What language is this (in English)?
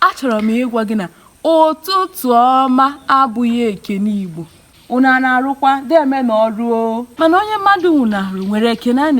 Igbo